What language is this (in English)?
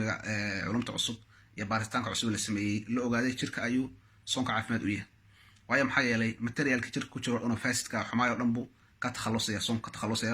Somali